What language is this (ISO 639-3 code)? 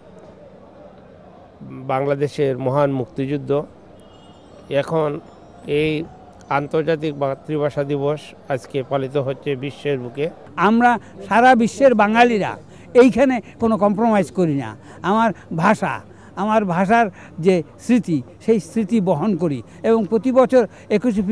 ben